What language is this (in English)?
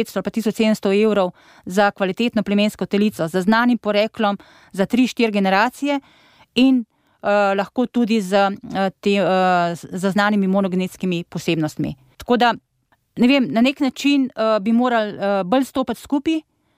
Slovenian